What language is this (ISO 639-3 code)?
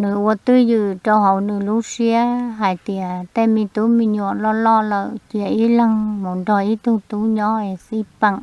hmn